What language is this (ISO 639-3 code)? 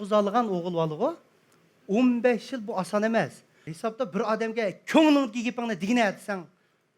uig